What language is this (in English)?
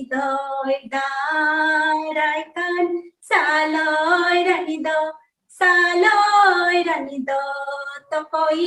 Santali